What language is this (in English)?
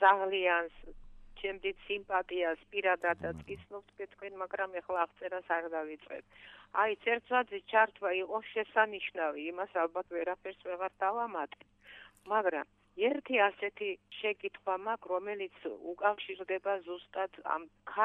Georgian